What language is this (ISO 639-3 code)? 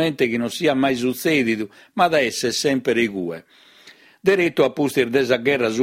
srd